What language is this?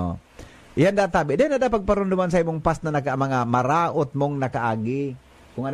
Bikol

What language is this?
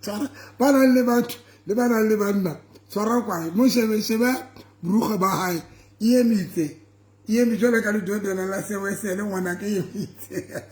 Southern Sotho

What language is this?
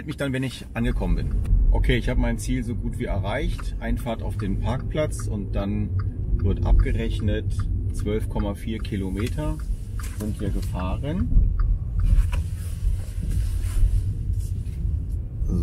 German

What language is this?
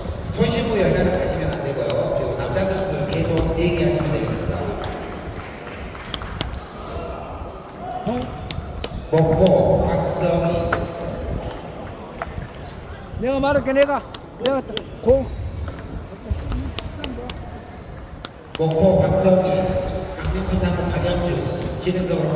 Korean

